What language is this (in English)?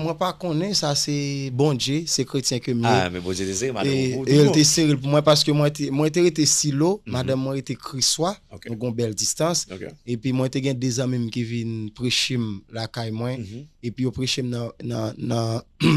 Haitian Creole